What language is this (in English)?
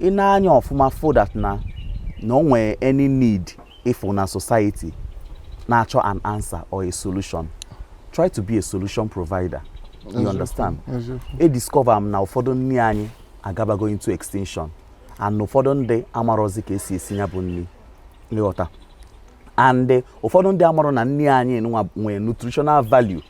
Igbo